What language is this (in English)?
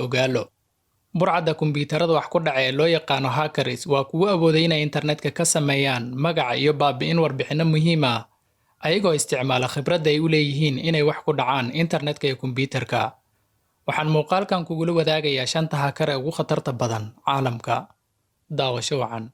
Somali